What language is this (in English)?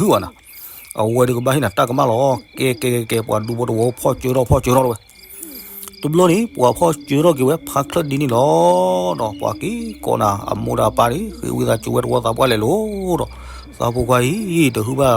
S'gaw Karen